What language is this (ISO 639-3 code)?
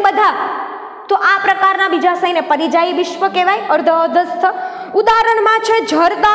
guj